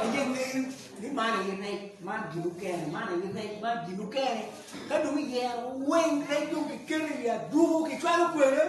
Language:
Acoli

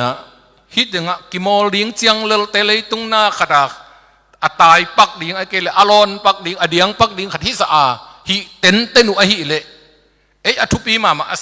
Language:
Tedim Chin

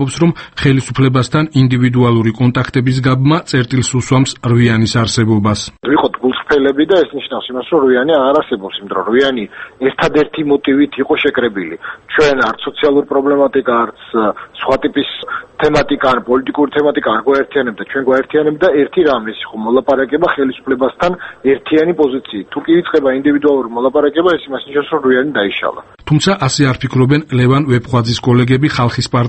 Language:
Georgian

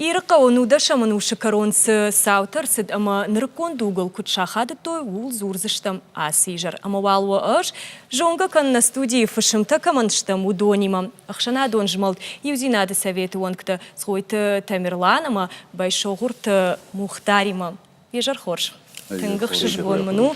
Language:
Ossetic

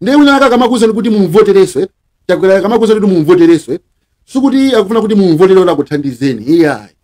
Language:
Nyanja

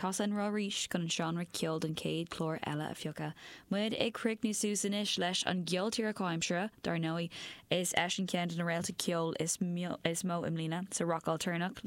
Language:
Irish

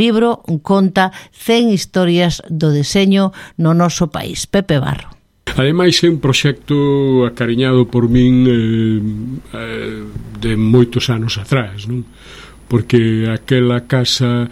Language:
Galician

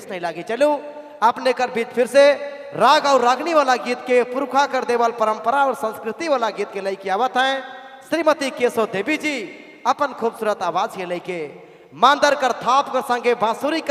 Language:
Sadri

